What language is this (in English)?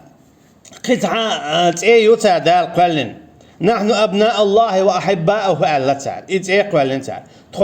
Chechen